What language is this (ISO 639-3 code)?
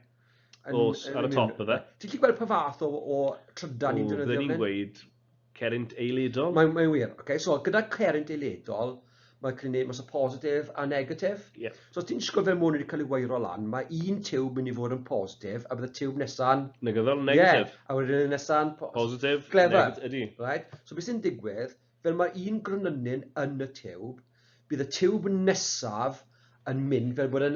cym